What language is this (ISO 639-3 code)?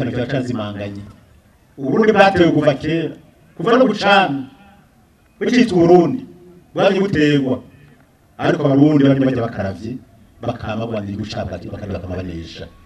run